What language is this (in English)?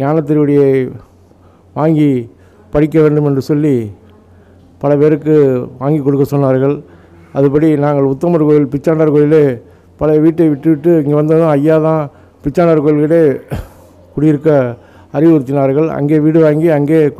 Tamil